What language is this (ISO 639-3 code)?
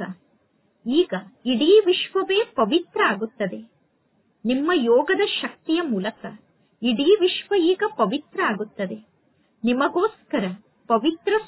kan